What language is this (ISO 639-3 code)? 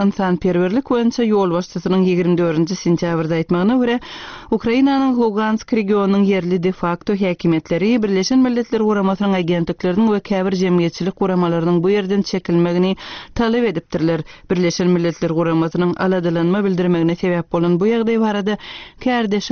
tuk